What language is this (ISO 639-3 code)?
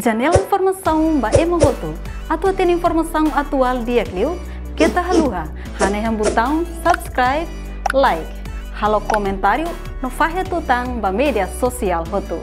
tet